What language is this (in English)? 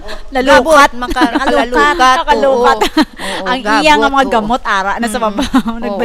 Hiligaynon